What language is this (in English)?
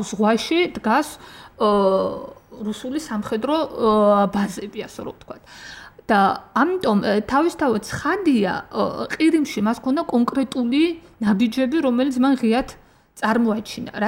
Georgian